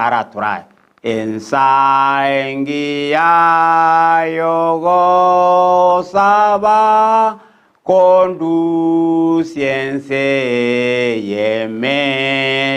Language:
Gusii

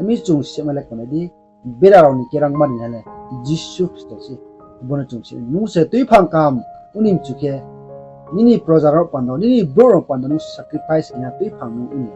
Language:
Riang (India)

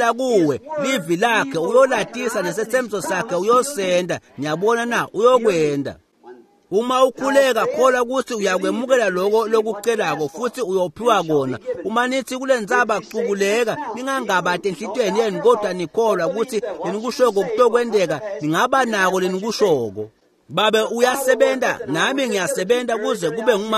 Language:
Swati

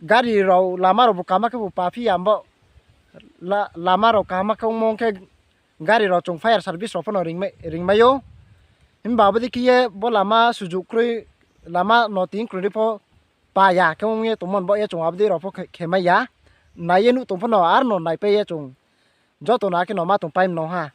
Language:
Riang (India)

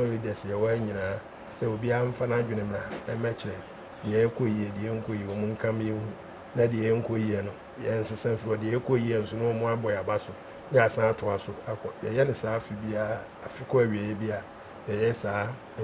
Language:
Akan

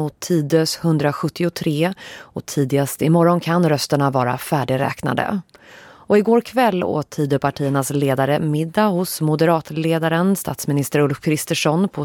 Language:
Swedish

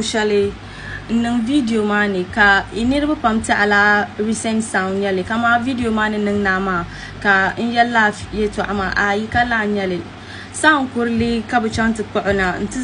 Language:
Dagbani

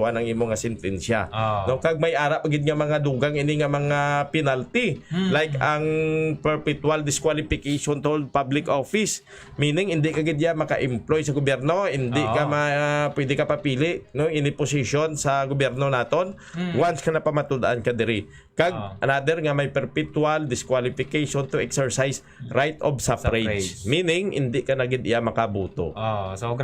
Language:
Hiligaynon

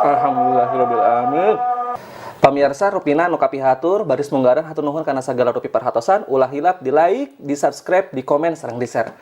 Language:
Sundanese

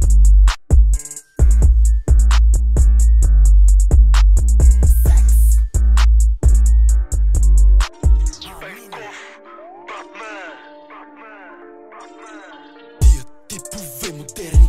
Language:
Bulgarian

